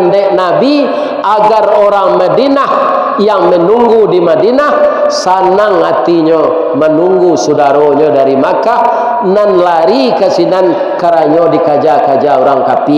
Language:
Minangkabau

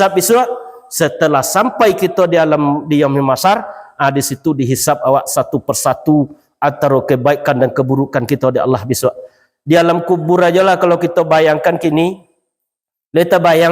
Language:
Minangkabau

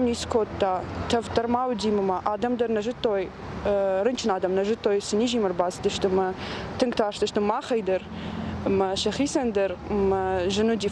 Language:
Ossetic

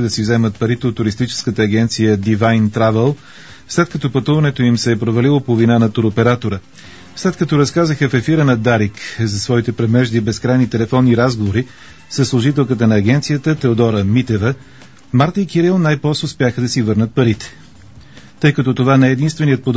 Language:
Bulgarian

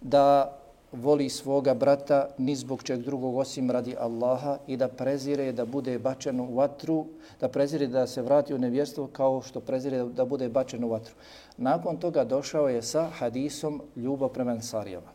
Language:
Bosnian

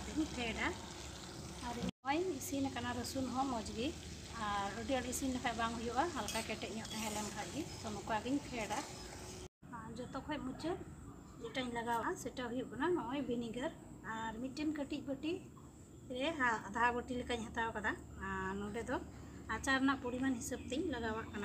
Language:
Santali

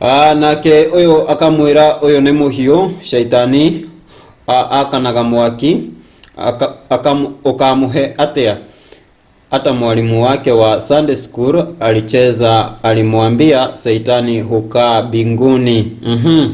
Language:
Kikuyu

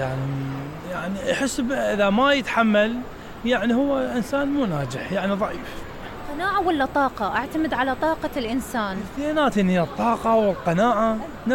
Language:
Mesopotamian Arabic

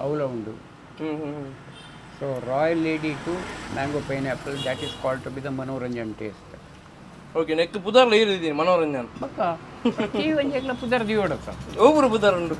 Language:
Tulu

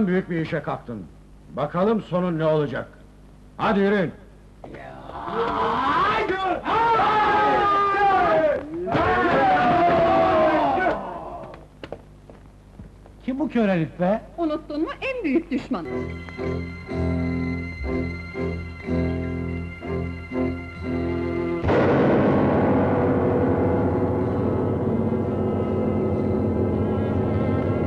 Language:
Turkish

